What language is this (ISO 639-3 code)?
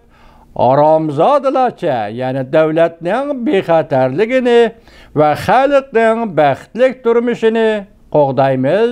uig